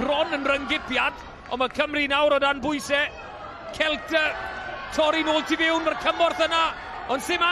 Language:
Welsh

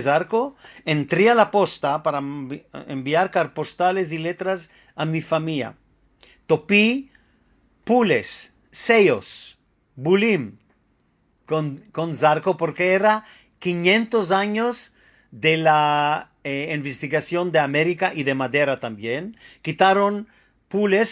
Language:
Ladino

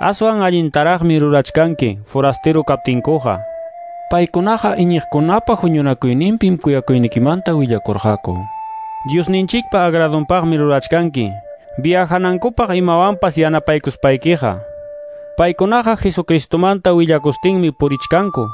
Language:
Quechua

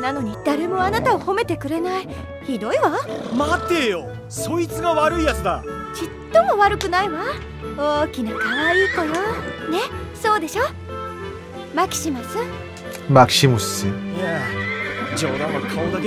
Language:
Japanese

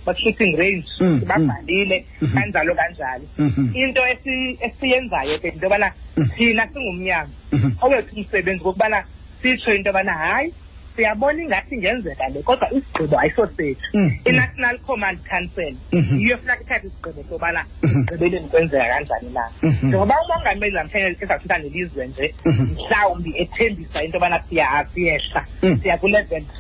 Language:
Xhosa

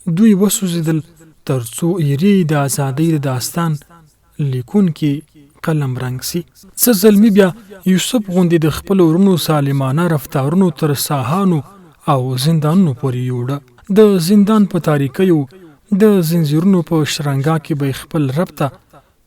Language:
Pashto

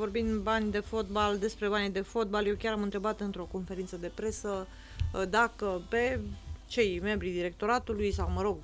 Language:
Romanian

